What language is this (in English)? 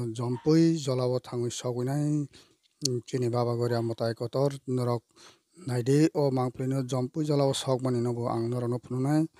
Kok Borok